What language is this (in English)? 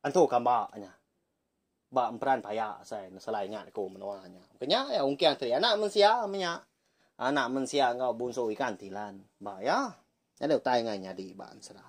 Iban